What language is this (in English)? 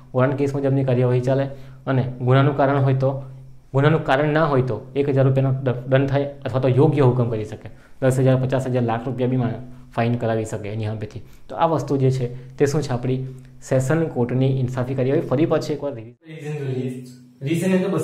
Gujarati